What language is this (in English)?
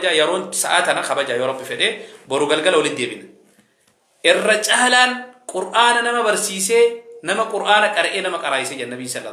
Oromo